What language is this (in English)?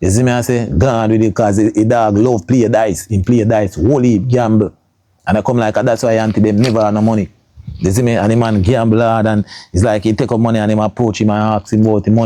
Jamaican Creole English